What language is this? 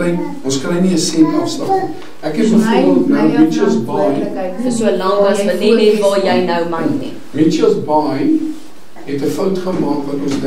Afrikaans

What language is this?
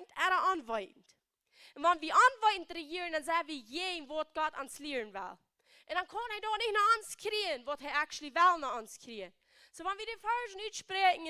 Plautdietsch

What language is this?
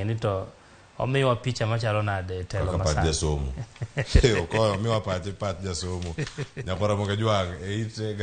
Luo (Kenya and Tanzania)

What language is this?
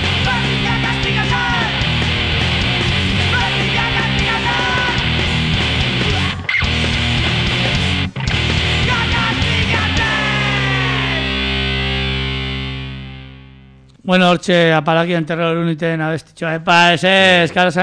Basque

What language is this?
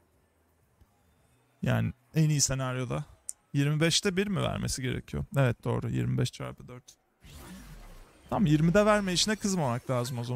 Turkish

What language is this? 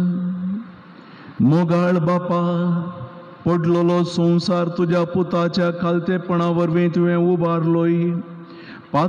Konkani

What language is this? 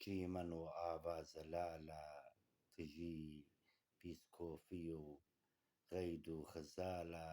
Kurdish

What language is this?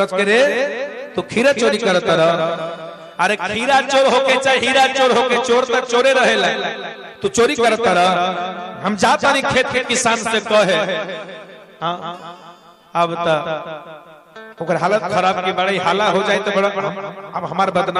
Magahi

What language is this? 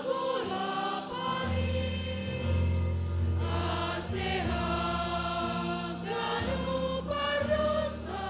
Batak Simalungun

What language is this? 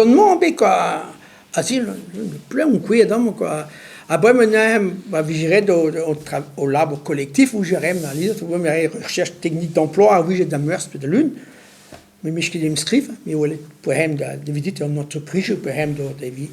Breton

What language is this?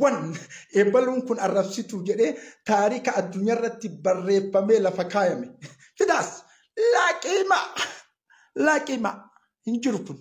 Oromo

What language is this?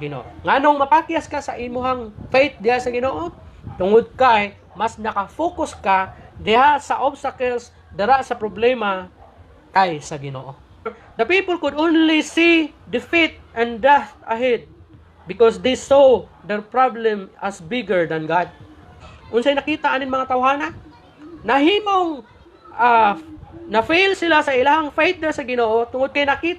Cebuano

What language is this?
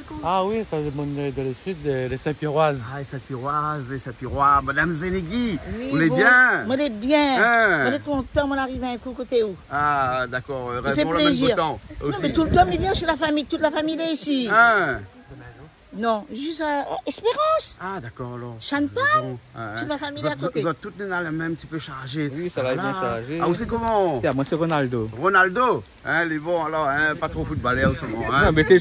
Réunion Creole French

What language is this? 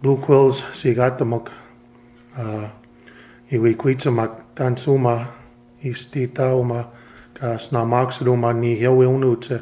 Plains Cree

